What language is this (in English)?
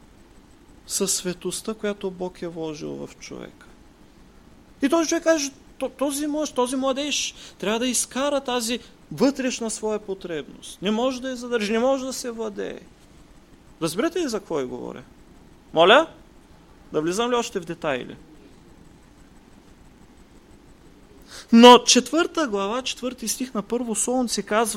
Bulgarian